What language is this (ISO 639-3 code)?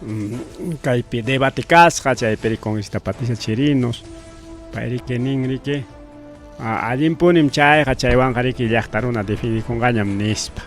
quy